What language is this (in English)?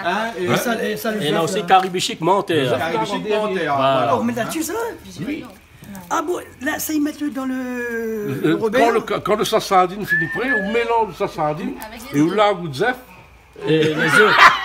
Réunion Creole French